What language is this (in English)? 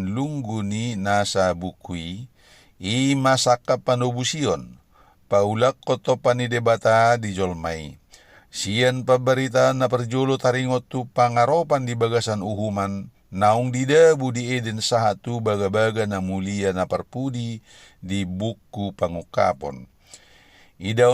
Batak Toba